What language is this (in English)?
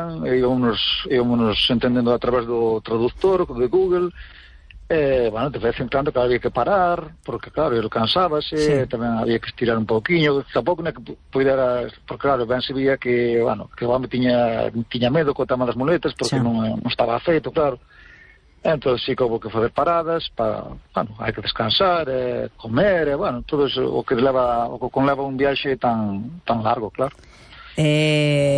Galician